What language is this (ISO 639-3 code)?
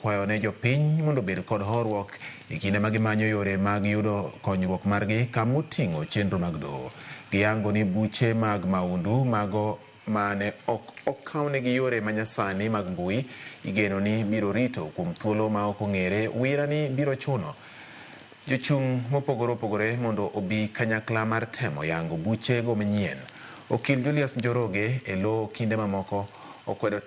luo